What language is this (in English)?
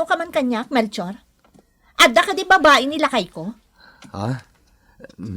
Iloko